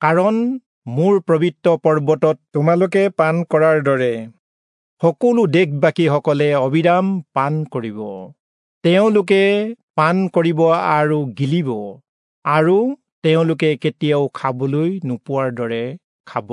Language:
Assamese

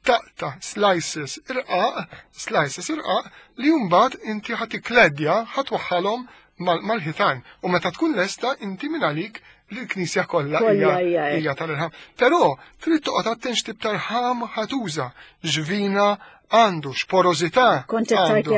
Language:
Maltese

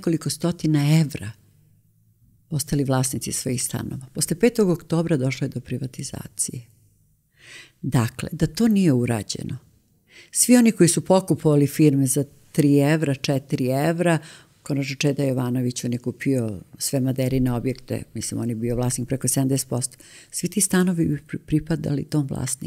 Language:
Serbian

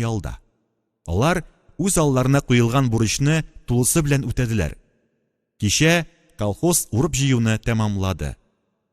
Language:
Tatar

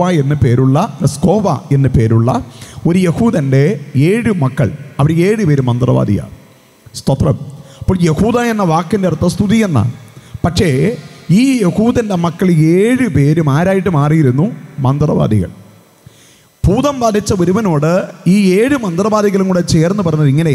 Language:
Malayalam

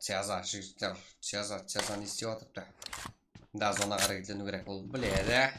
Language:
Kara-Kalpak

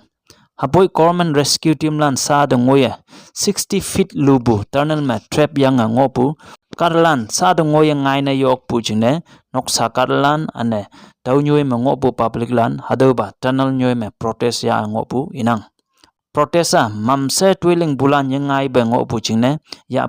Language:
Konyak Naga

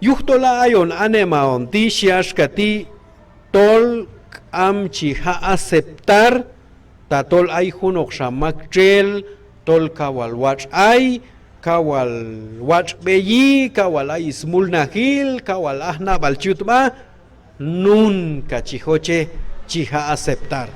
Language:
Q'anjob'al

